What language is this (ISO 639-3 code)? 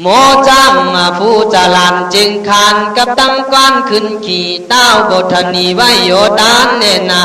kkh